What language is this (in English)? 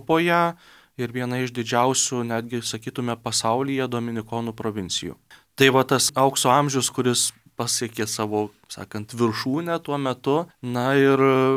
Lithuanian